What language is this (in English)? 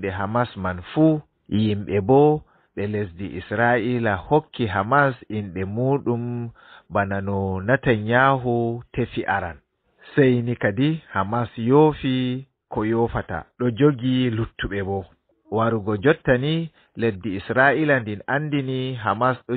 Fula